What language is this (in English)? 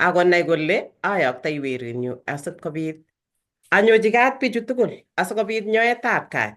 Kalenjin